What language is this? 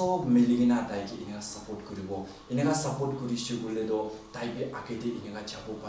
Naga Pidgin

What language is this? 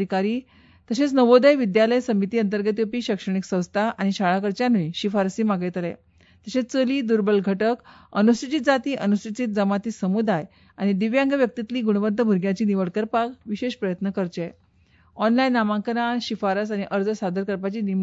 Konkani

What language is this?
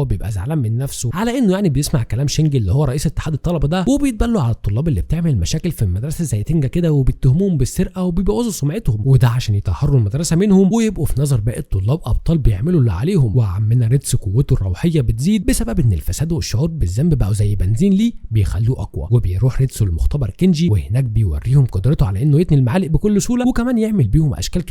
Egyptian Arabic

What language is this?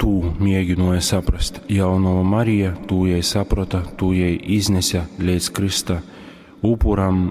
Latgalian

